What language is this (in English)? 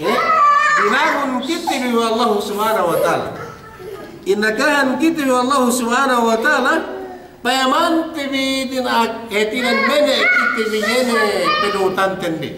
Yakan